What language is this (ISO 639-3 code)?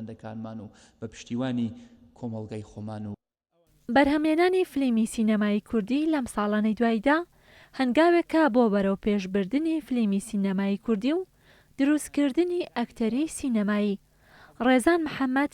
ckb